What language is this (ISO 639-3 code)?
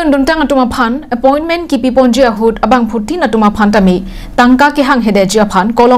mjw